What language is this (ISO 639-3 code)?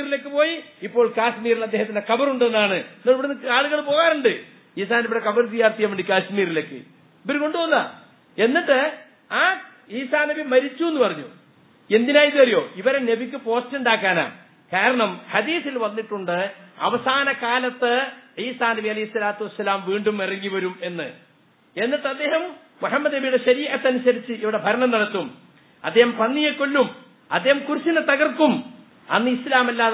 mal